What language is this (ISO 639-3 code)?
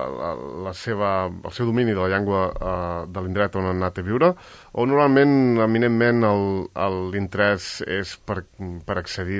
cat